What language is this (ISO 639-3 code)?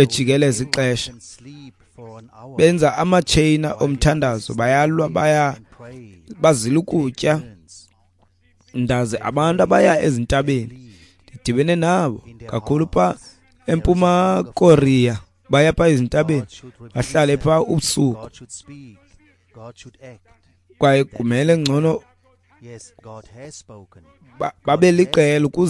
xho